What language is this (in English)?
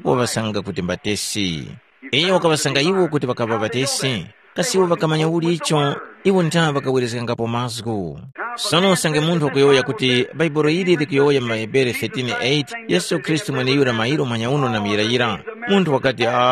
Tumbuka